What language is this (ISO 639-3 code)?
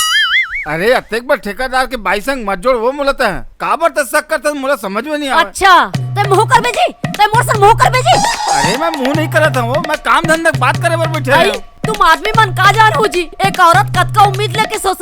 hne